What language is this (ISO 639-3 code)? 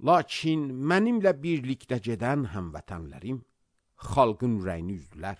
aze